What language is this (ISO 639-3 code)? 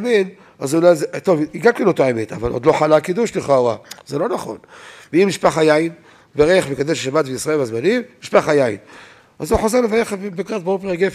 heb